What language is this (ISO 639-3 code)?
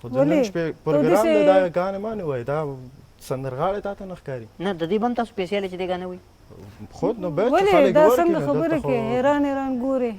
pus